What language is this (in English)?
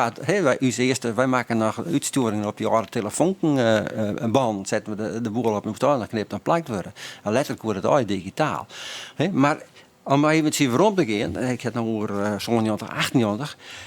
Western Frisian